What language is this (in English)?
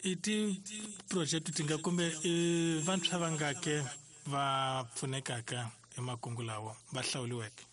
Tsonga